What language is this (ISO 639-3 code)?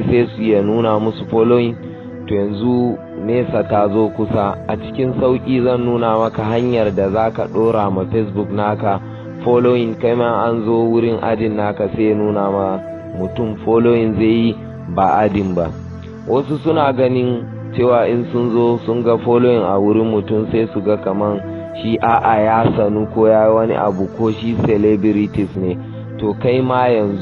hau